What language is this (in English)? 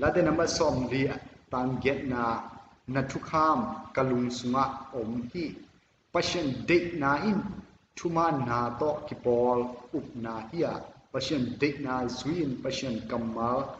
Tedim Chin